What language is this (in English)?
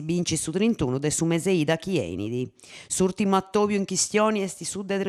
Sardinian